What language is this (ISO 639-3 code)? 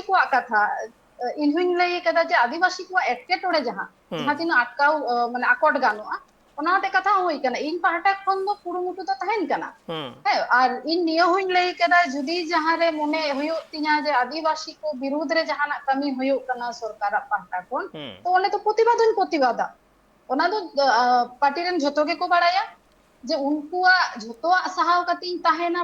sat